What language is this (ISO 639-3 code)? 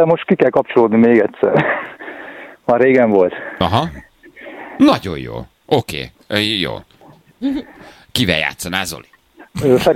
hun